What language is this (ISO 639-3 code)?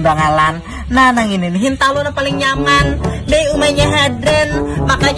bjn